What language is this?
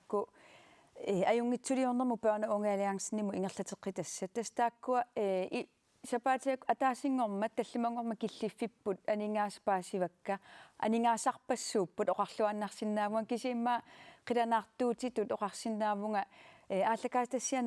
Kalaallisut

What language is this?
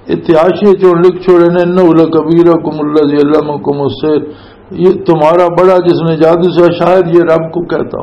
Western Panjabi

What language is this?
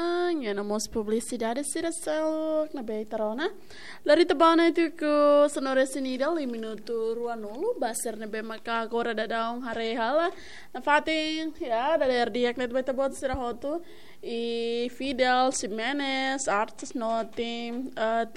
Tetum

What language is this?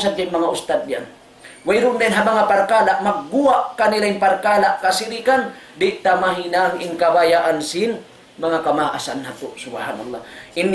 Tausug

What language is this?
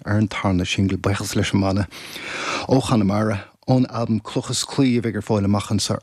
Irish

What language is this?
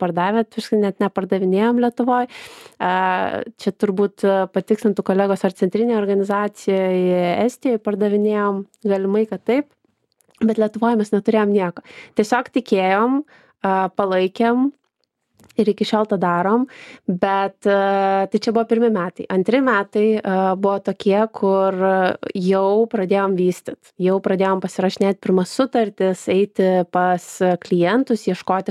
Lithuanian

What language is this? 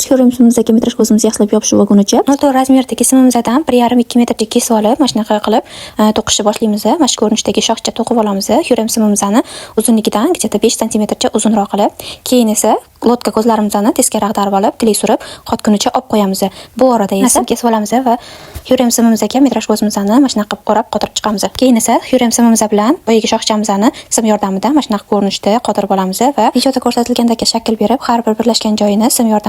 Uzbek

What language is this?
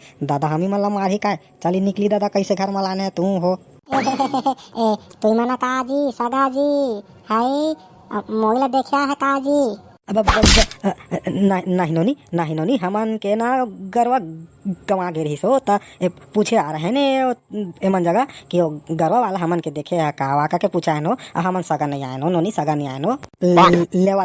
Chhattisgarhi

